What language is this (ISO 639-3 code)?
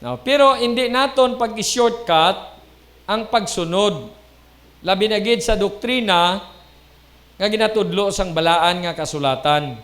hil